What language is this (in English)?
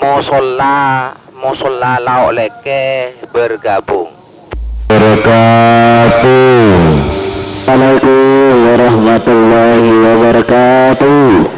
Madurese